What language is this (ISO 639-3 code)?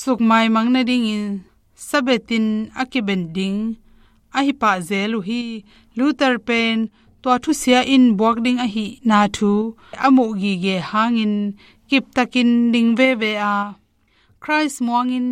ctd